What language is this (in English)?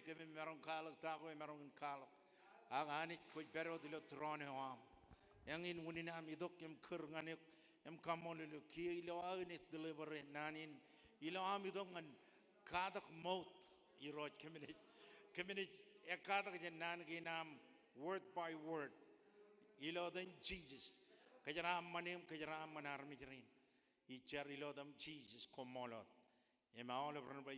Marshallese